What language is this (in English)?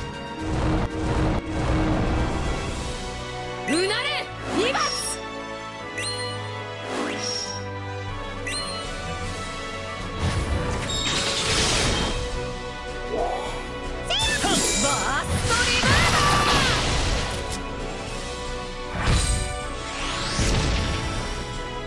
Japanese